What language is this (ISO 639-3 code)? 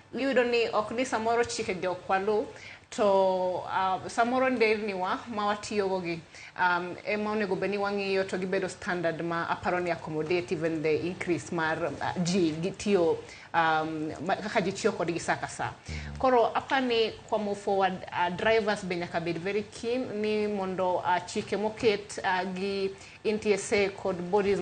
luo